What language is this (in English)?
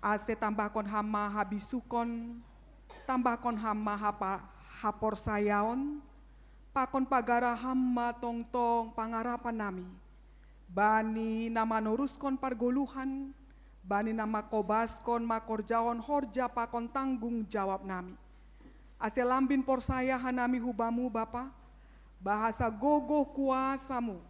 Batak Simalungun